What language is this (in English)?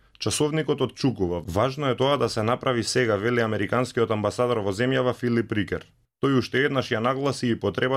Macedonian